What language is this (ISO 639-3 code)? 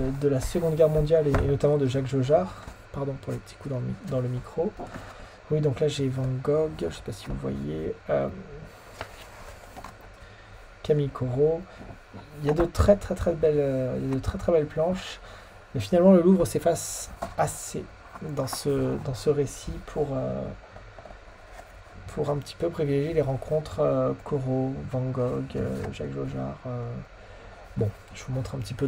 fra